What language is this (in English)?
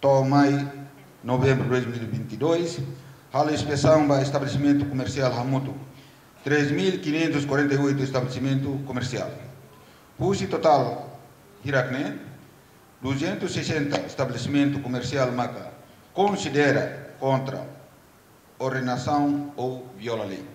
Tetum